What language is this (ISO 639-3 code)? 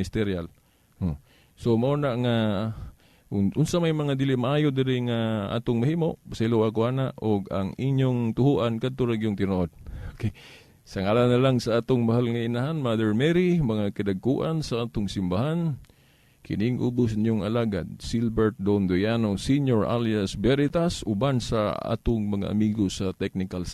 ceb